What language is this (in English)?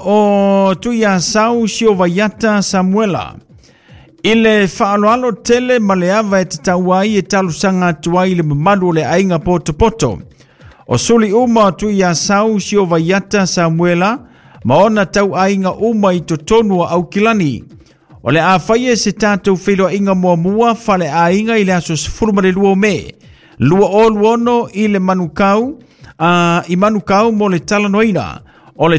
Samoan